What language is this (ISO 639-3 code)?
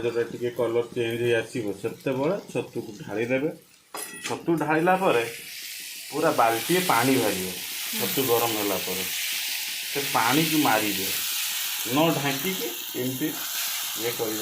ori